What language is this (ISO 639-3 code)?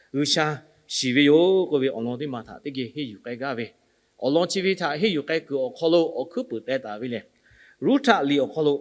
lhu